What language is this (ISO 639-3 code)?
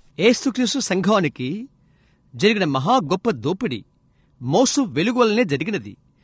tel